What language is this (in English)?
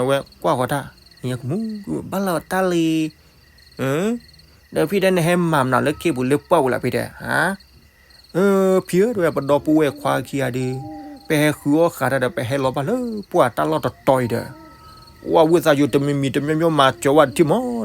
S'gaw Karen